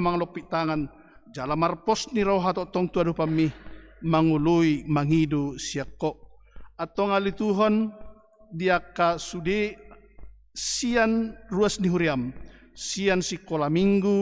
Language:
Batak Toba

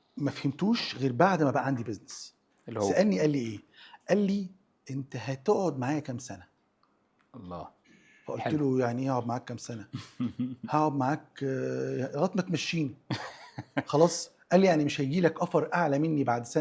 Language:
Egyptian Arabic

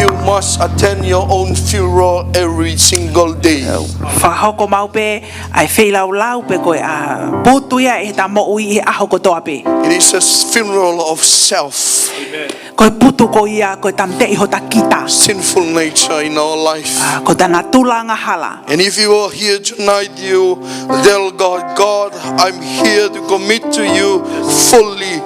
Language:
Tongan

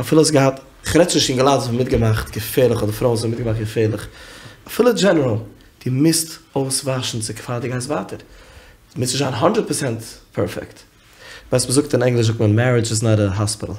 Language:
Yiddish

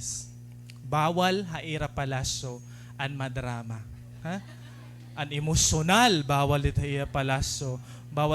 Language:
Waray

